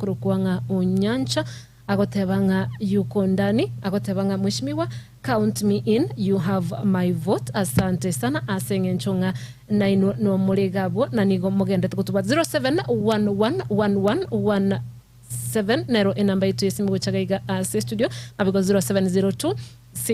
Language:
Gusii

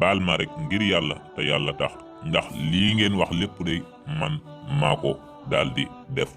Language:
Wolof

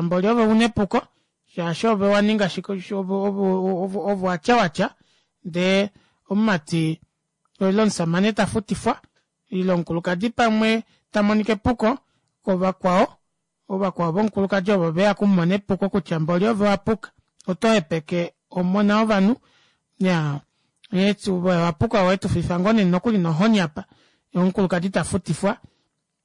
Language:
Kuanyama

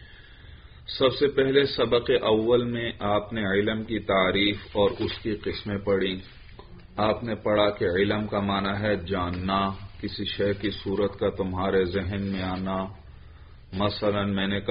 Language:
Urdu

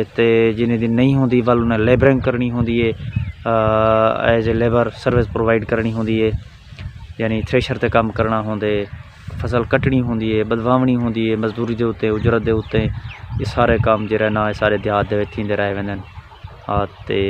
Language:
Saraiki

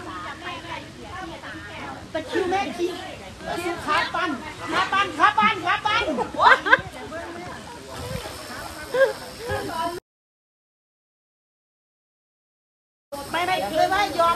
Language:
Thai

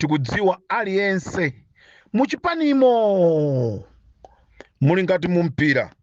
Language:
Nyanja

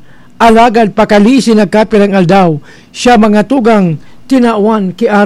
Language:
Bikol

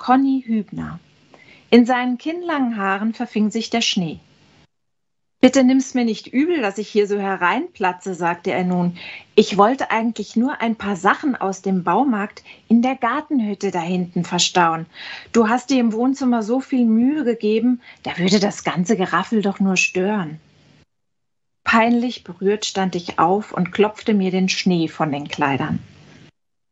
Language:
German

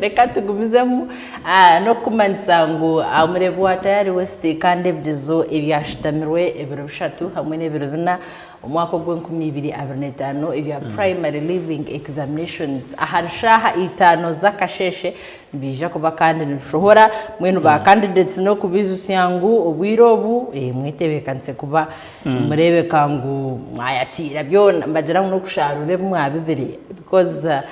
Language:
Nyankole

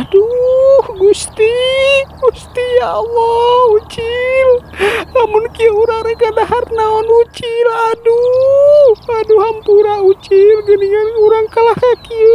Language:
Sundanese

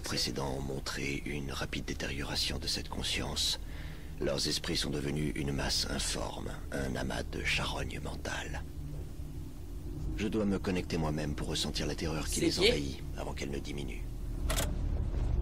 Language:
French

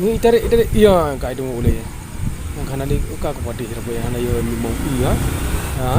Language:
Achinese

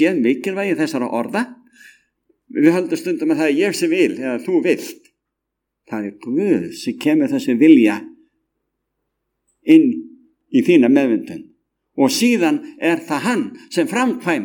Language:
Icelandic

